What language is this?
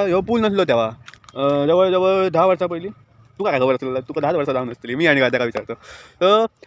Konkani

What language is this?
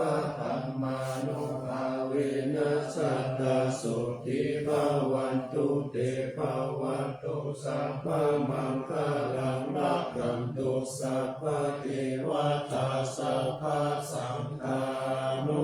Pali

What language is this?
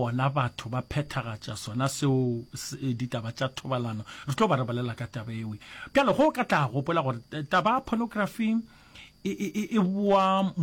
Northern Sotho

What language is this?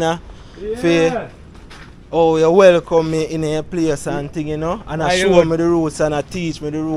Jamaican Creole English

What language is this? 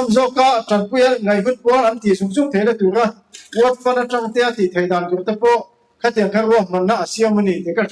Mizo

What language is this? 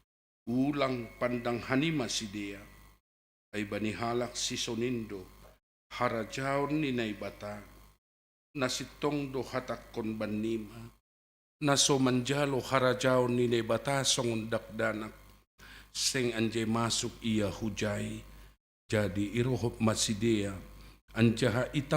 Batak Simalungun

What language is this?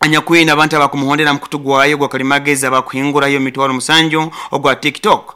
Nyoro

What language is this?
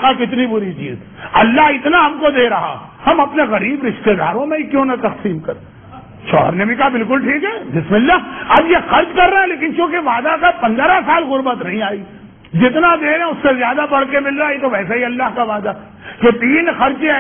Urdu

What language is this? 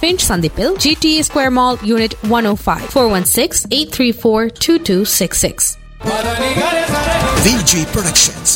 Tamil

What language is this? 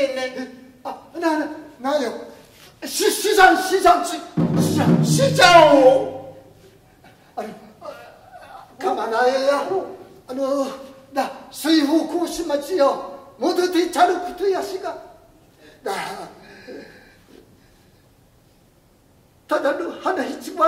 Central Okinawan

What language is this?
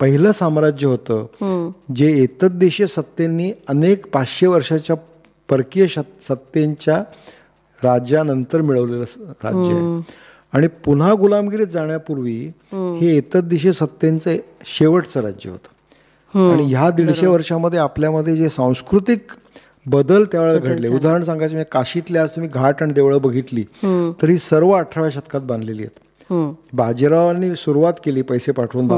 Marathi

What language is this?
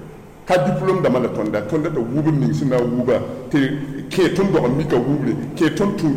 Mossi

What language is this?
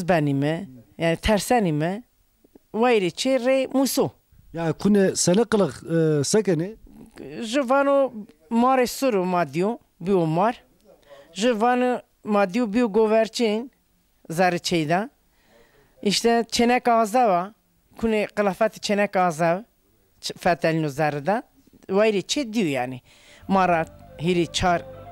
Zaza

